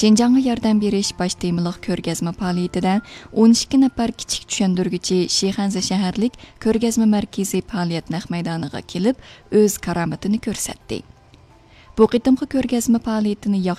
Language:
Uyghur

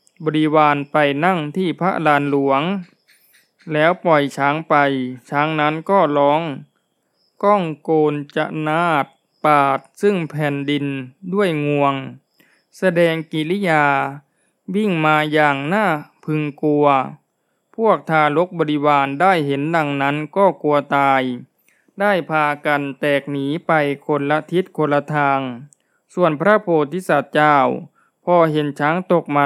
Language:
Thai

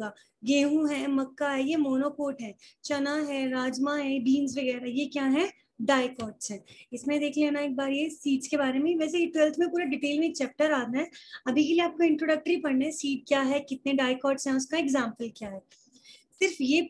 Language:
Hindi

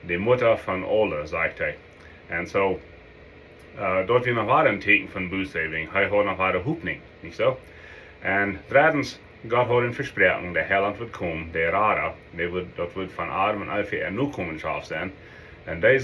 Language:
Plautdietsch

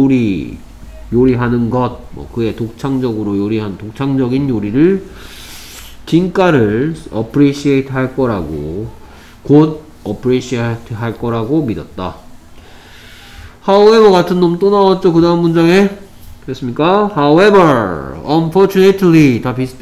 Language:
Korean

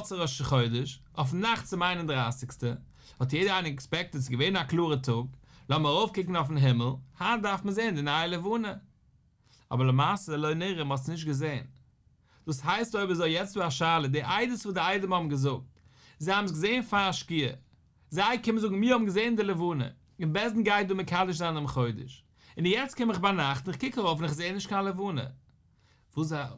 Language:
Yiddish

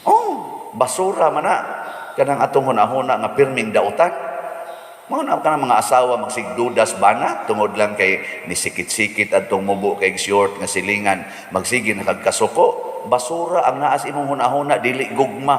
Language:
Cebuano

